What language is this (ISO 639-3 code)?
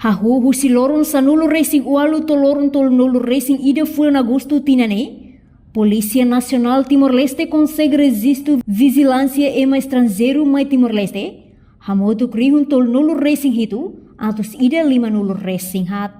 tet